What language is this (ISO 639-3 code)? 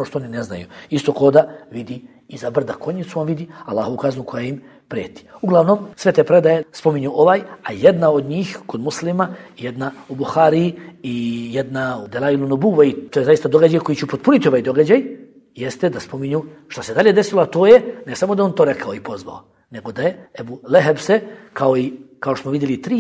bos